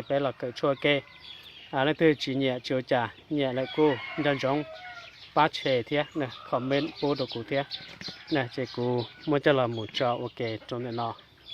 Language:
Hmong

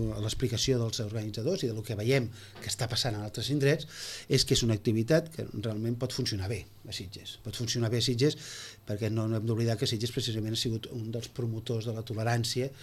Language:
Catalan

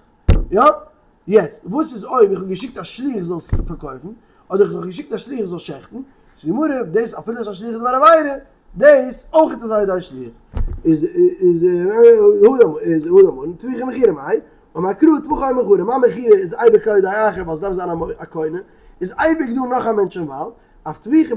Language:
Yiddish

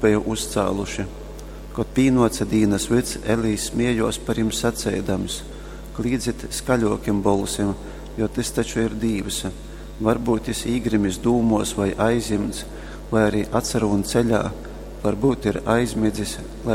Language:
Latgalian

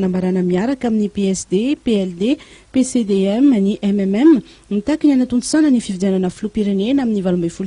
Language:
Malagasy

